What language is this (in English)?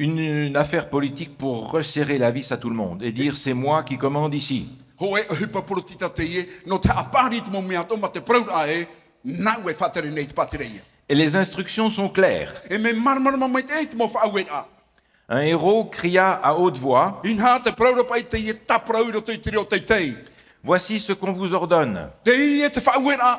Tahitian